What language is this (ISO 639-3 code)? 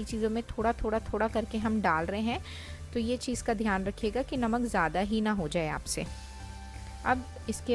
hin